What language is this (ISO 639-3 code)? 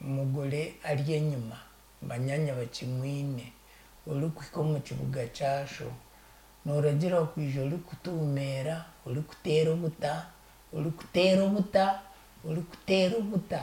nyn